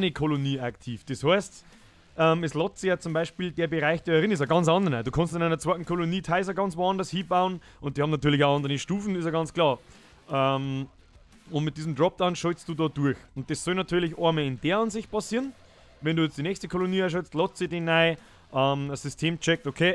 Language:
Bavarian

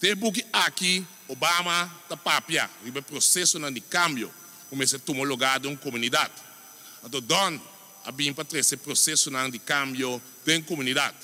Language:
Papiamento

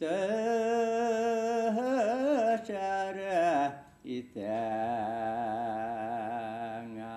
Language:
Bashkir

